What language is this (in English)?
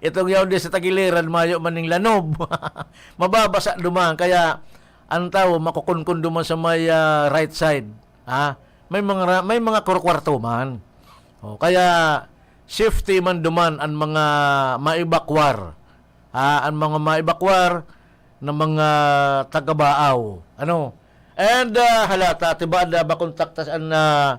Bikol